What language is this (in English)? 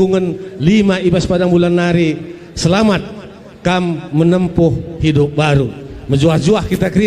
Batak Karo